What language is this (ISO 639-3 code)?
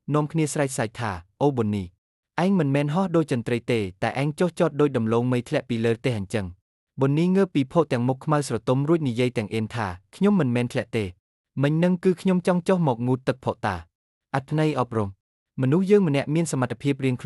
khm